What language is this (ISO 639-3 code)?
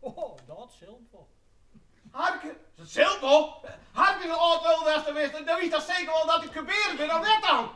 fry